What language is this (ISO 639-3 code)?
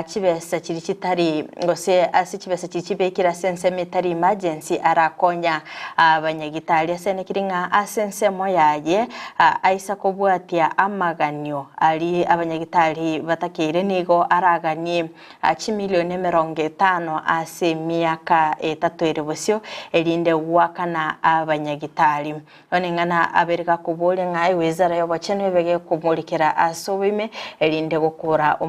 guz